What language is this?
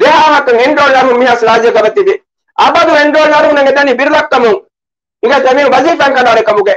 Divehi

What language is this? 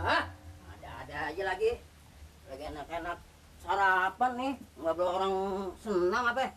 Betawi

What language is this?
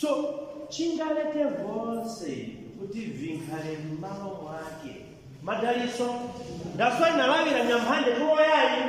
Nyanja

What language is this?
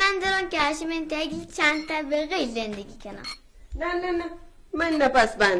Baluchi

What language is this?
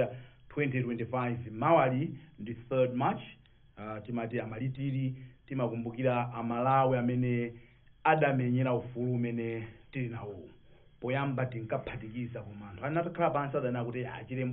Nyanja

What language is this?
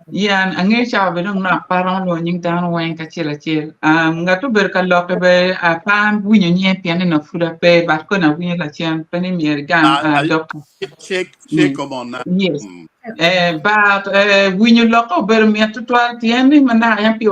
Acoli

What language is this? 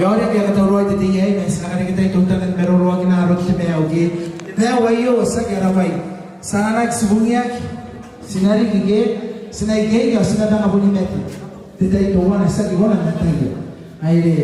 Gilbertese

